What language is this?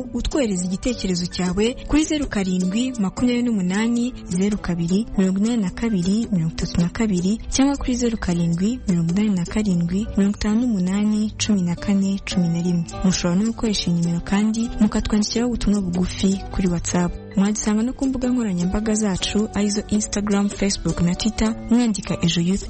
Kinyarwanda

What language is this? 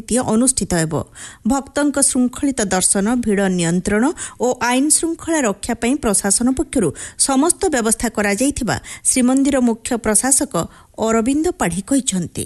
Odia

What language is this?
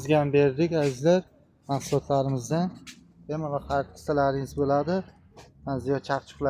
Uzbek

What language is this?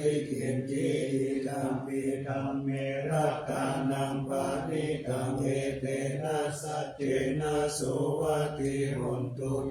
Pali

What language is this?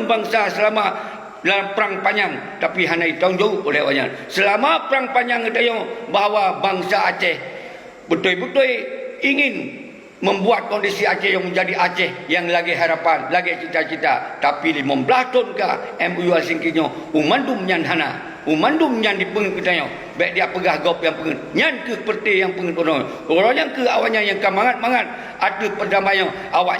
Achinese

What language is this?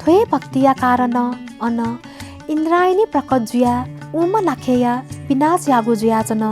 Newari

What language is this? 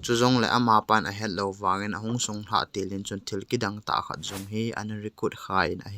Thado Chin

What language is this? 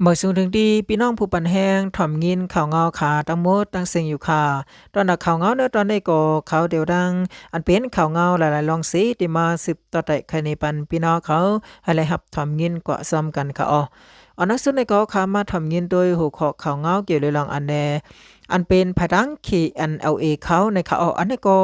Shan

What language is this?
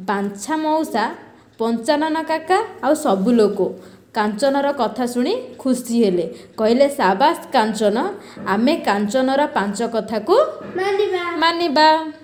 Odia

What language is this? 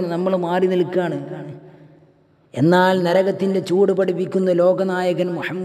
Malayalam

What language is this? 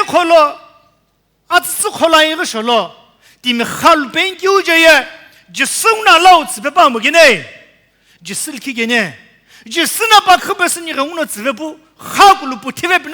Sumi Naga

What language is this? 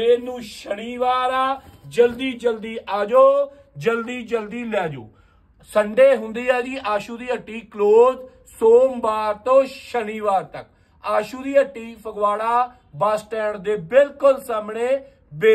Punjabi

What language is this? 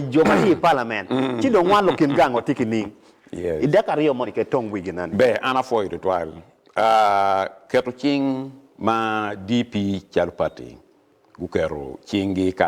Acoli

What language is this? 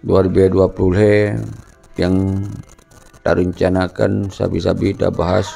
Achinese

